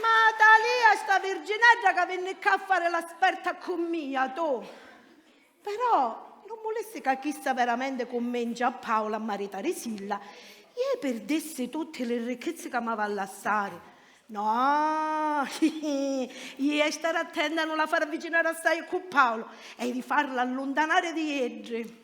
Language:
Sicilian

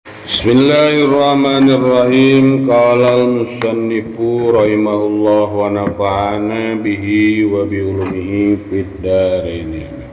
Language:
Sundanese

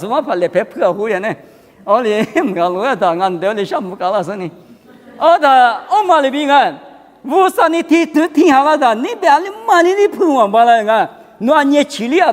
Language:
Lisu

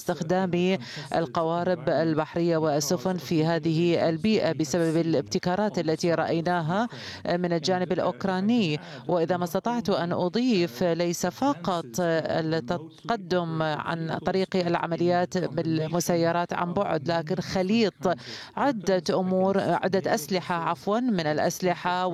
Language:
Arabic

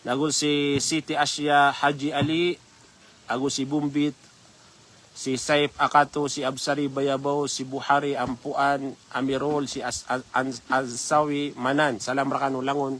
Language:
Maranao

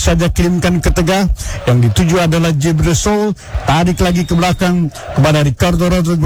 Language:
Indonesian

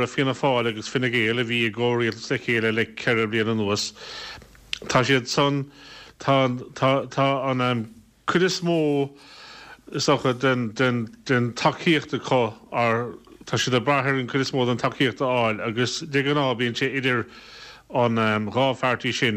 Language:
Irish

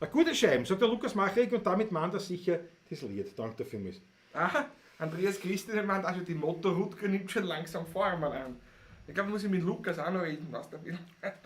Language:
Bavarian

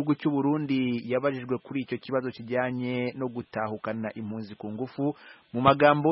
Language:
Kinyarwanda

